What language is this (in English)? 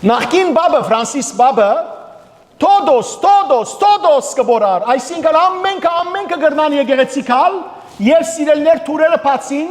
Western Armenian